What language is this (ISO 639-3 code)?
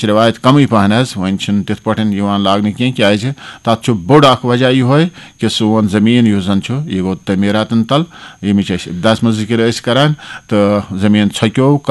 kas